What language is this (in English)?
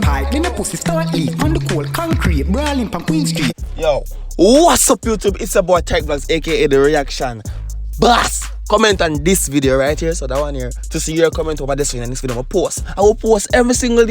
Jamaican Creole English